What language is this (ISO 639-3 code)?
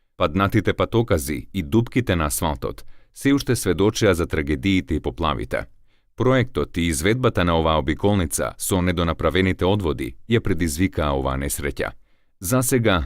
mkd